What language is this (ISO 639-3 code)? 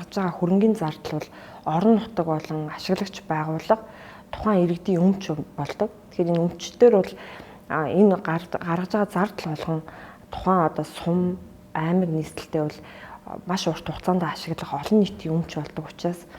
mon